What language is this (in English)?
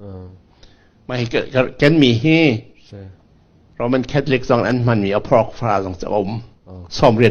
Falam Chin